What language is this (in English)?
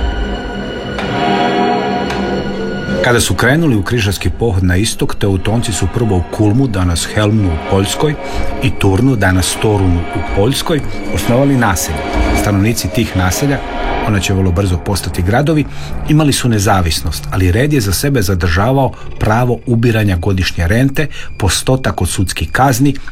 Croatian